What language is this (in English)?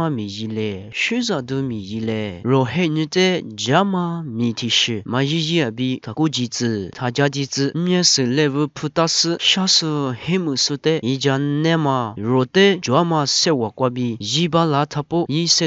Lisu